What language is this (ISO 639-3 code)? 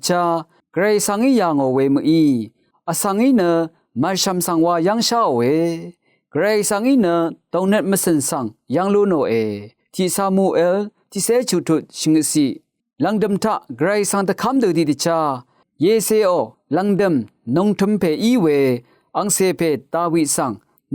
raw